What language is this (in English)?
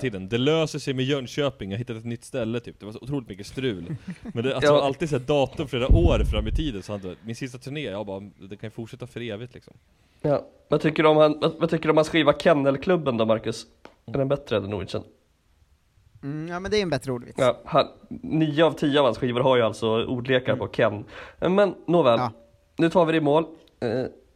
Swedish